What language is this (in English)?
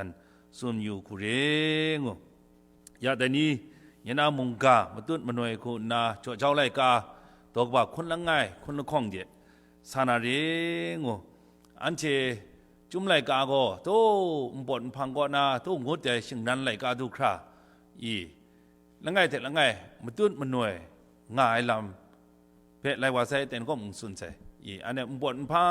Kachin